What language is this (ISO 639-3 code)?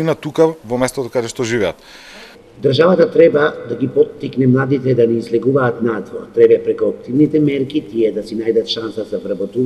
mkd